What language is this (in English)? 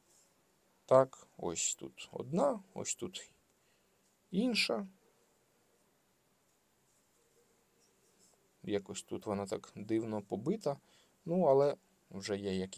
Ukrainian